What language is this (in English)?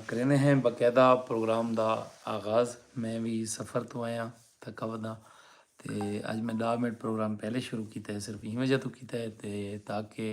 Saraiki